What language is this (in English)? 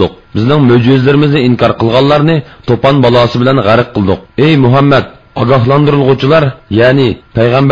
Uyghur